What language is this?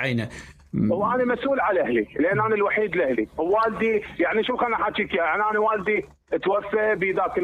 Mesopotamian Arabic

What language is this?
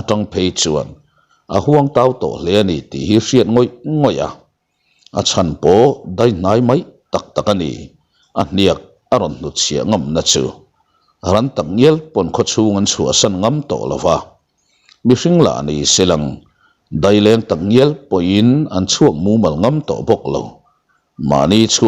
Mizo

